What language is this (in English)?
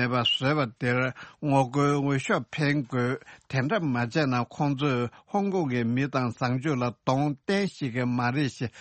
Tibetan